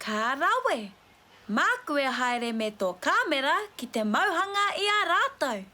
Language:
Māori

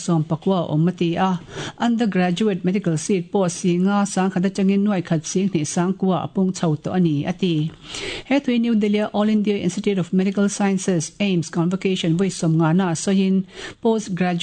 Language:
Mizo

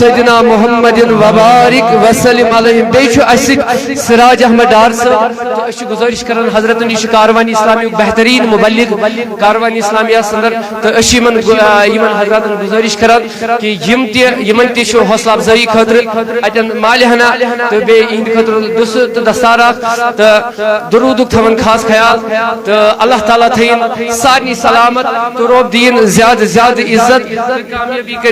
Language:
Kashmiri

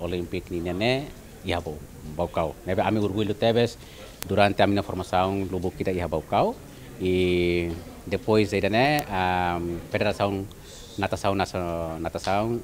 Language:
Tetum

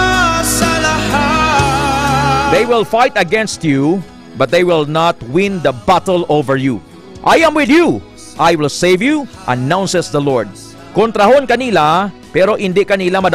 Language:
Hiligaynon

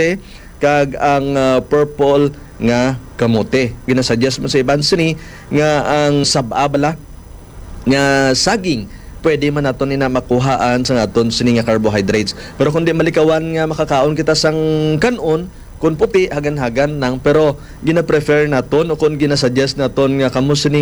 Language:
Hiligaynon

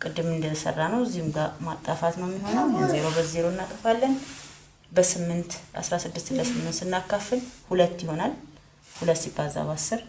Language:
Amharic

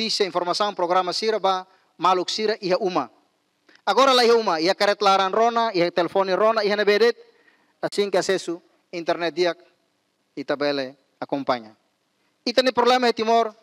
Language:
Tetum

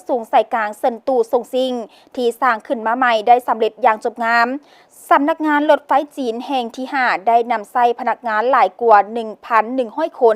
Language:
Lao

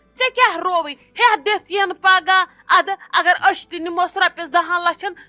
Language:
Kashmiri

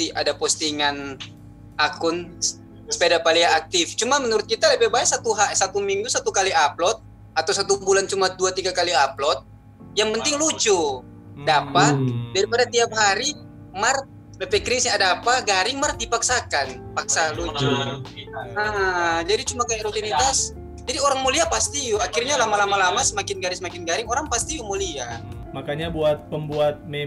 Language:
Manado Malay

